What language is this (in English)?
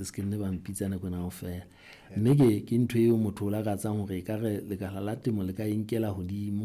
Southern Sotho